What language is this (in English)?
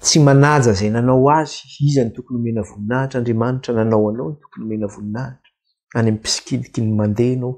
Malagasy